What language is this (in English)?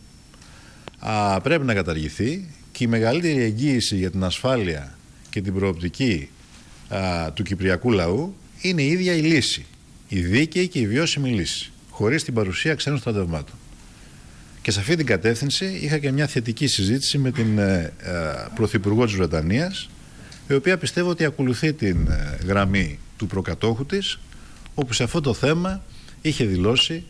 Greek